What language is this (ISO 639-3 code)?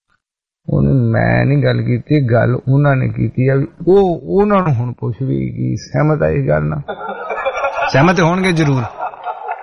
pan